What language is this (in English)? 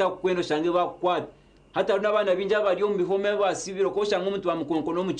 Nyankole